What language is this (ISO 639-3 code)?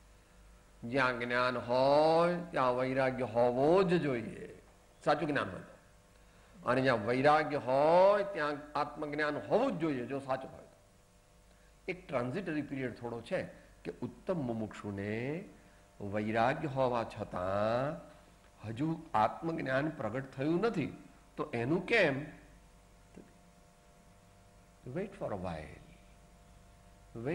guj